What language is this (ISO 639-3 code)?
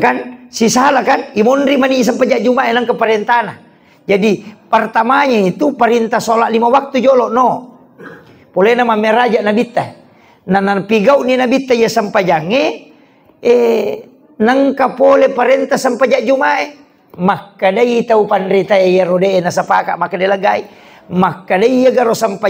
bug